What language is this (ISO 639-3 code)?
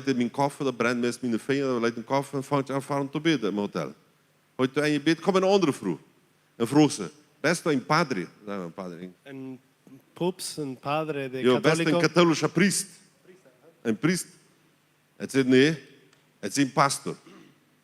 pdt